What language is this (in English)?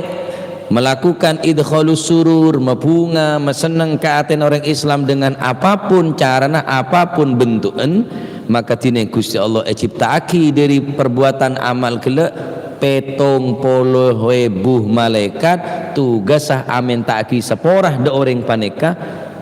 Madurese